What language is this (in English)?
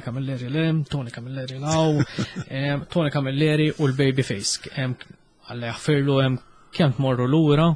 Maltese